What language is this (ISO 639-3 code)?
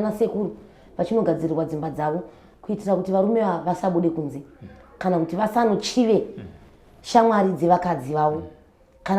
sna